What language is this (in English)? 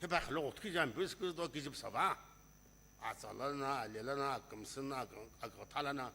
Sumi Naga